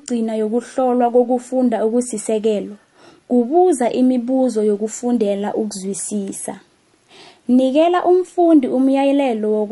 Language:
South Ndebele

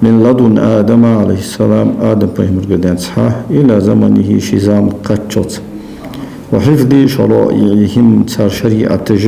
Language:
Ingush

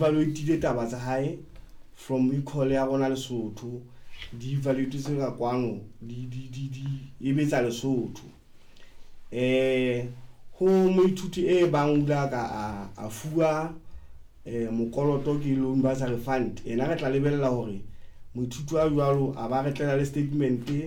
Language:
Southern Sotho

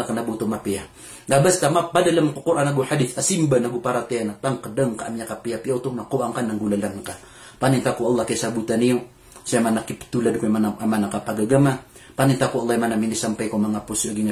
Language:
Maranao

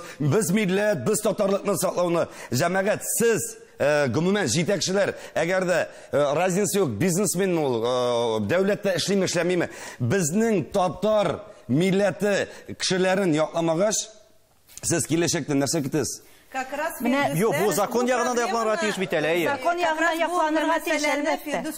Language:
Tatar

